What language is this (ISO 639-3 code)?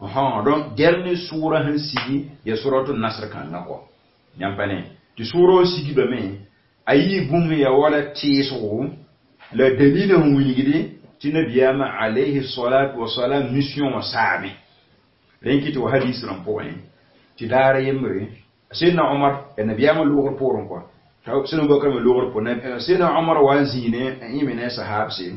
mos